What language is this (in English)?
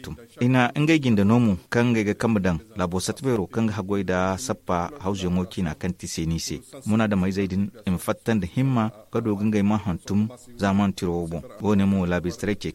Zarma